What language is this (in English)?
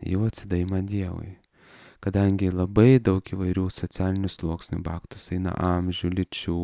Lithuanian